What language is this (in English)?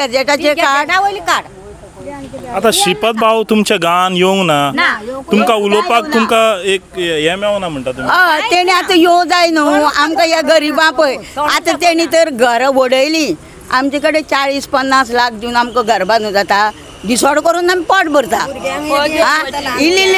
Konkani